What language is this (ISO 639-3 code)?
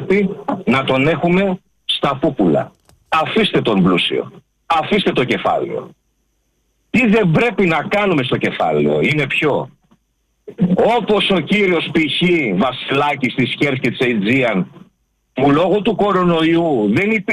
ell